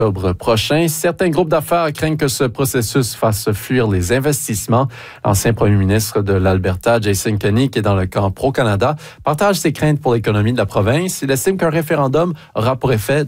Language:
French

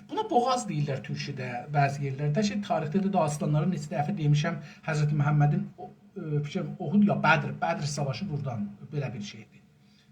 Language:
South Azerbaijani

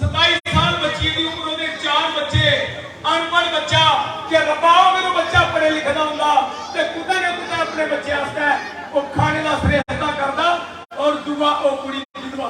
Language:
Dogri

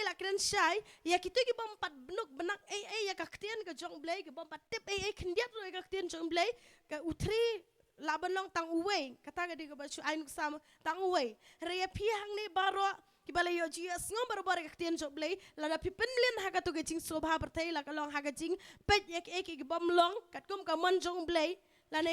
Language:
Khasi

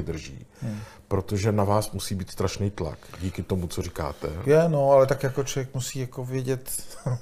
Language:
Czech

